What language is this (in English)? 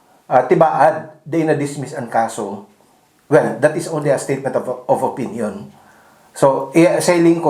Bikol